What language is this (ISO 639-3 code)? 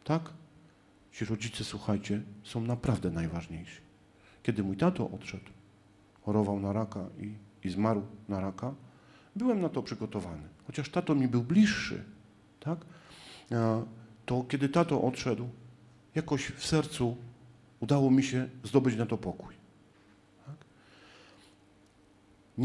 pol